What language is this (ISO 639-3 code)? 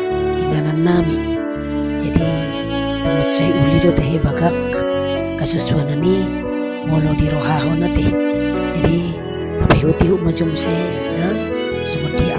bbc